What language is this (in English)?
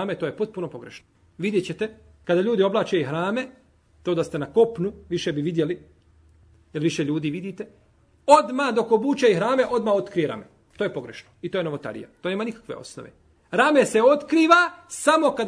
Bosnian